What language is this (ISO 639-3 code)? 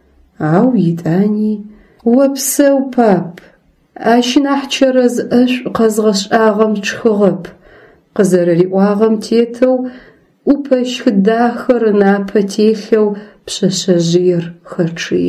ady